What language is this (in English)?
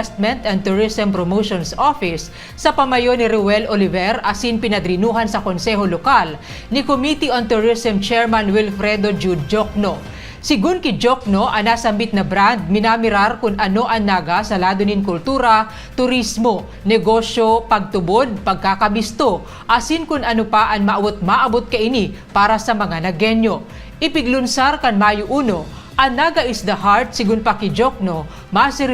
Bikol